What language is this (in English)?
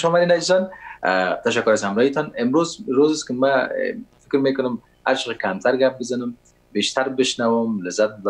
Persian